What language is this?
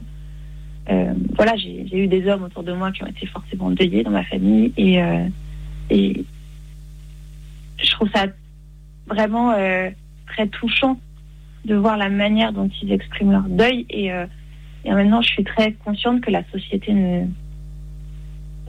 French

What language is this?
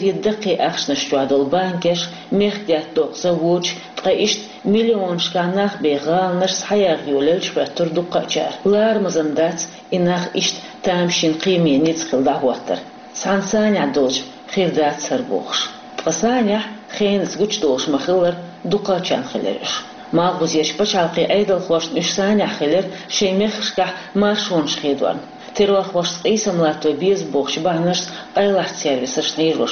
Chechen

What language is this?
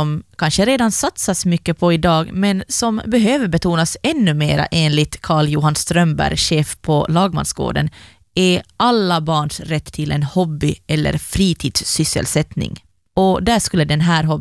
Swedish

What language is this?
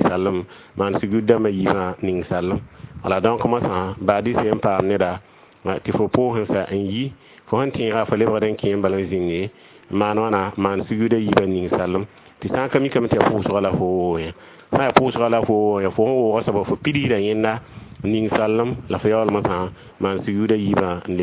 Mossi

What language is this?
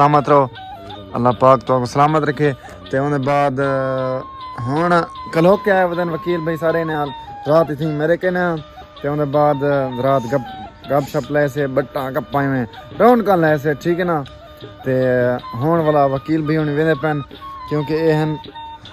Saraiki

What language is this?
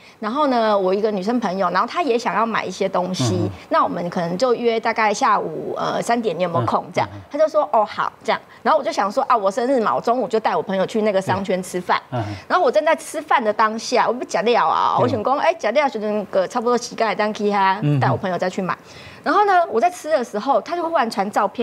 Chinese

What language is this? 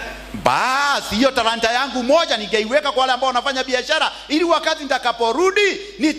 Swahili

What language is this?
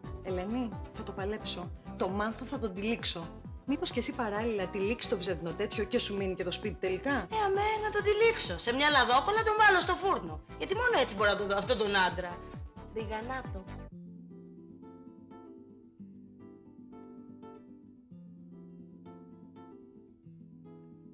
Greek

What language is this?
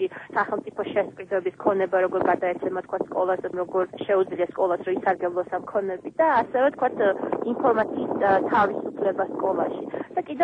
Georgian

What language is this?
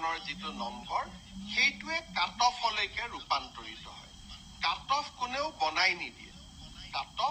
Assamese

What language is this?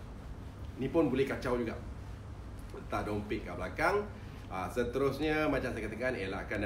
Malay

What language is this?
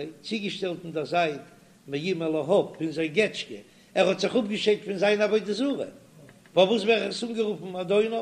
Yiddish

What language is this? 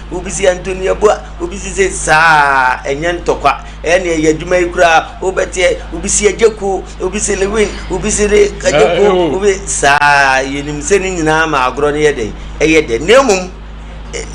Akan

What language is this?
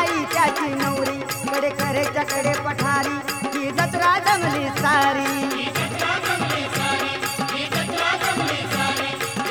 Marathi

